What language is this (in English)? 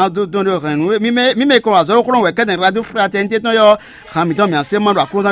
Fon